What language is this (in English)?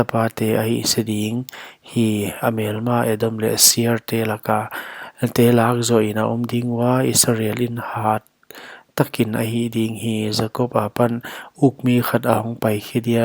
Paite Chin